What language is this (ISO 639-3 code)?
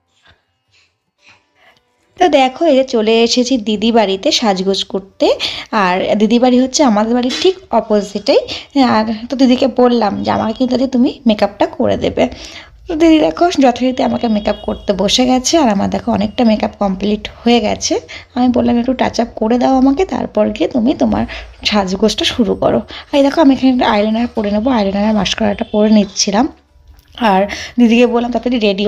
ben